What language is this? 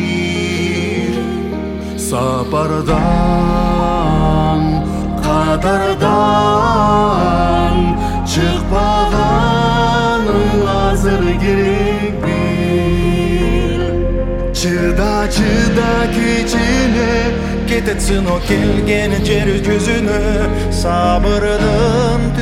Kyrgyz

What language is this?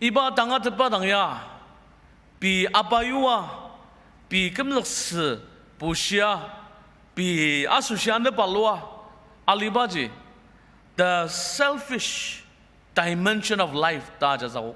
Ao Naga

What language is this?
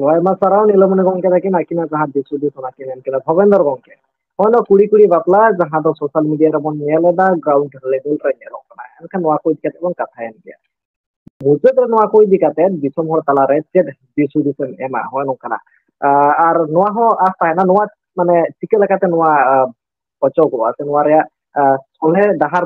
Santali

